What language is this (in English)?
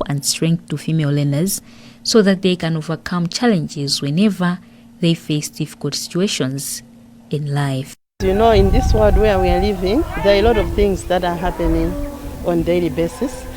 English